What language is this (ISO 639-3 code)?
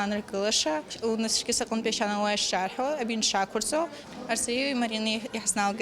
abk